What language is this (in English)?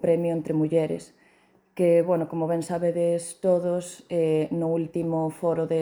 Galician